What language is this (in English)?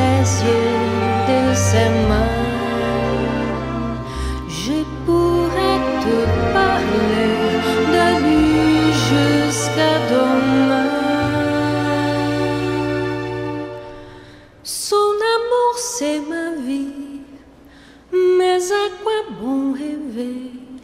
French